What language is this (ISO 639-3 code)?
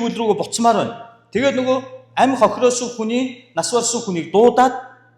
mon